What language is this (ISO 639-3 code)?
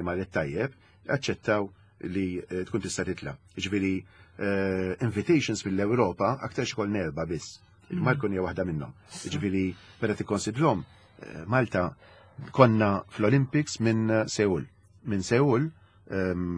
mlt